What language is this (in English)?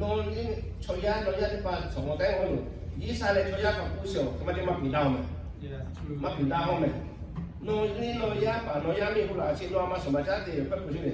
Lahu